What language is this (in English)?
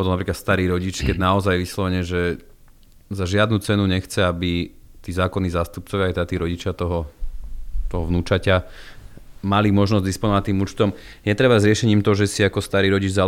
Slovak